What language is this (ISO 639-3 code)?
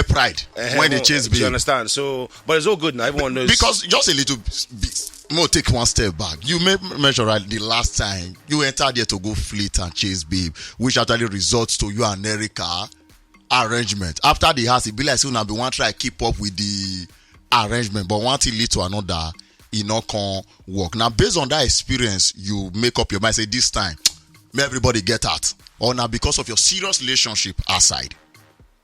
pcm